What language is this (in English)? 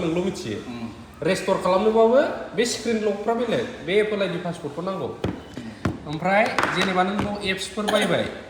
Bodo